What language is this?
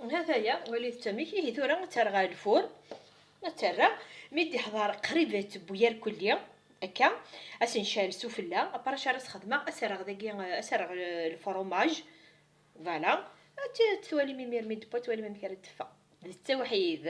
Kabyle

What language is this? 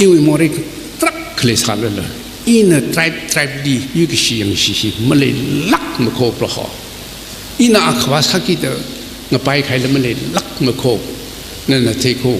Tangkhul Naga (India)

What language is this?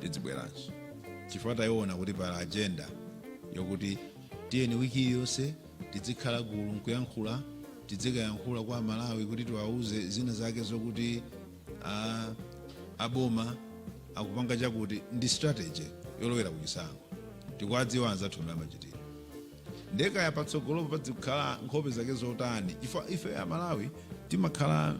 Nyanja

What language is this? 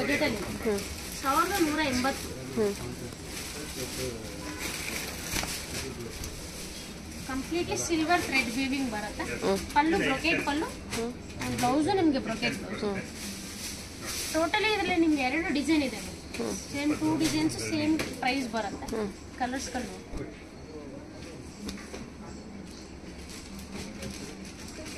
Kannada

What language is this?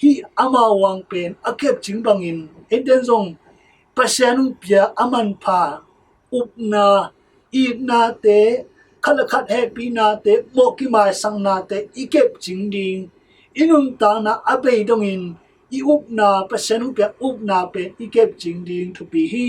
Tedim Chin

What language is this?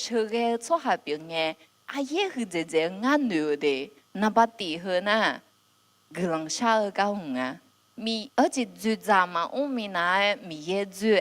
Akha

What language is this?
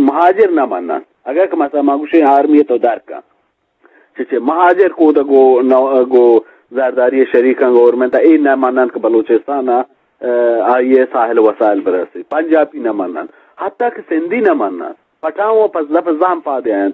Eastern Balochi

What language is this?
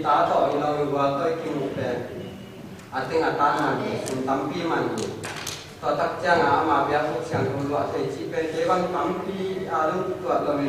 Tedim Chin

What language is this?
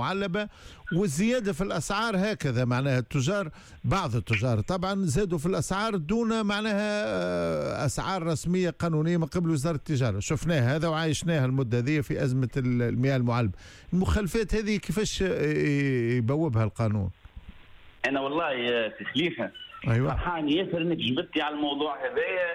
Tunisian Arabic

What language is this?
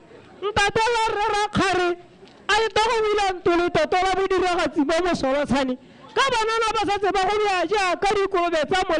Tswana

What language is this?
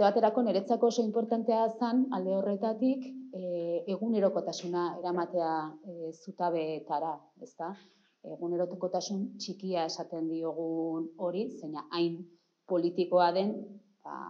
Basque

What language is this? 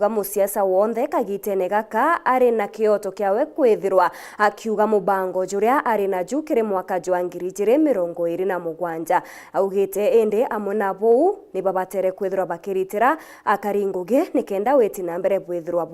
Meru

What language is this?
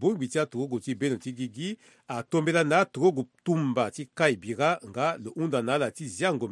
Sango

